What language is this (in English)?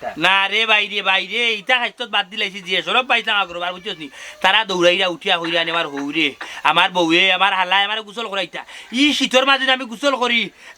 Sylheti